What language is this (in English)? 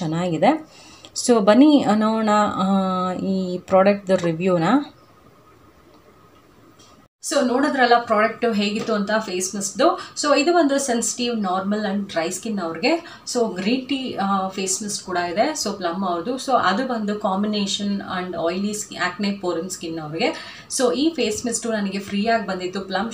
Kannada